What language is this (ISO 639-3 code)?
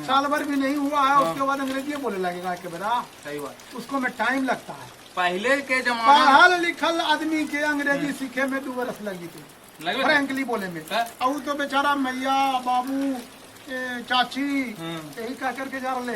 mag